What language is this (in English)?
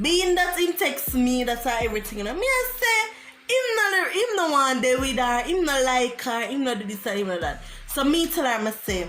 Jamaican Creole English